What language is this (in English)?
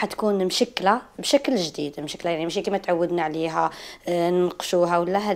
Algerian Arabic